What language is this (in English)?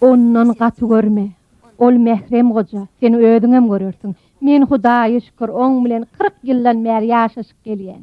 Turkmen